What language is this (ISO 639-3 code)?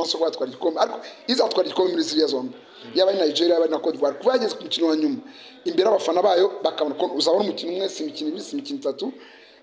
kin